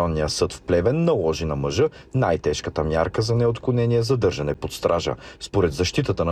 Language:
Bulgarian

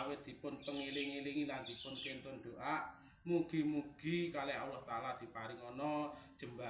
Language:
Javanese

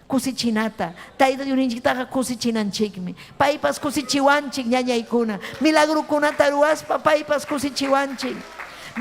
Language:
Ayacucho Quechua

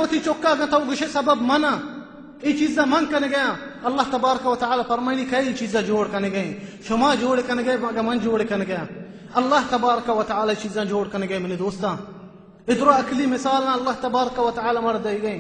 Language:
Baluchi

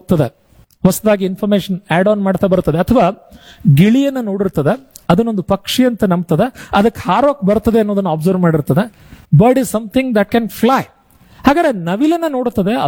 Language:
Kannada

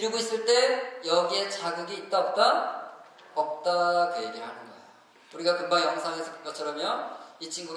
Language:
Korean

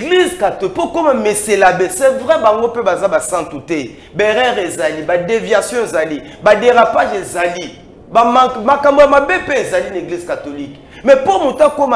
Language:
Lingala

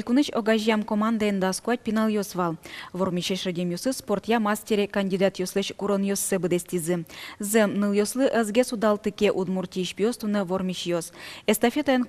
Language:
Udmurt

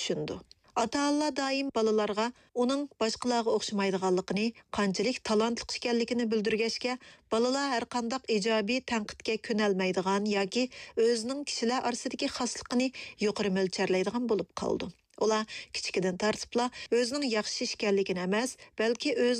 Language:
Uyghur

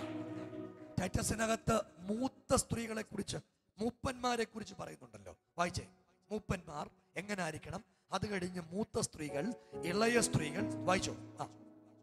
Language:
Malayalam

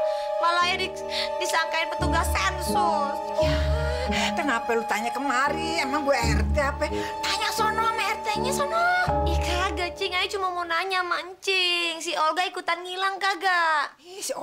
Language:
Betawi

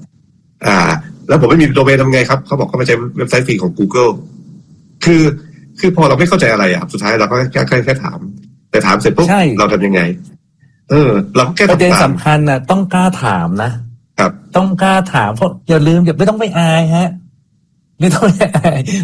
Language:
Thai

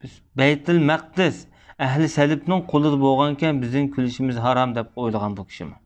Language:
Uyghur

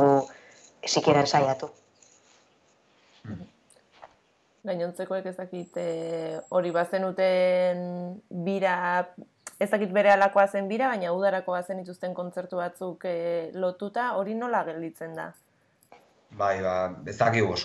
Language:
Basque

